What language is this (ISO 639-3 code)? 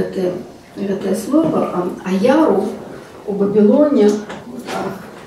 bel